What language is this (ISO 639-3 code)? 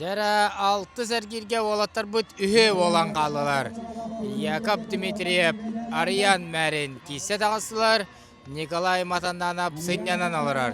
sah